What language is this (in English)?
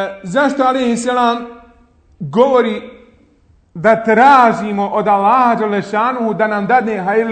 Bosnian